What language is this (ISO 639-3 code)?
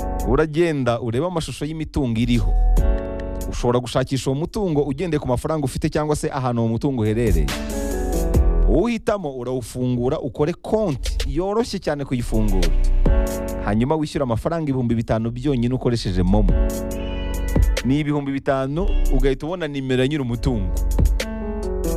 kin